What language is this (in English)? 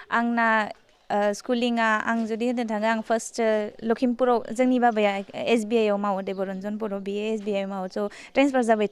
Bodo